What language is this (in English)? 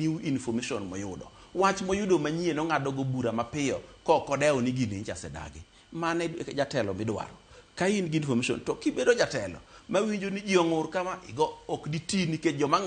Luo (Kenya and Tanzania)